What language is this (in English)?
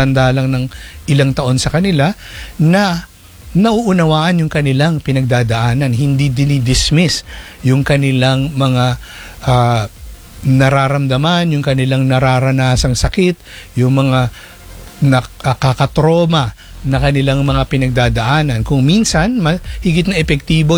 Filipino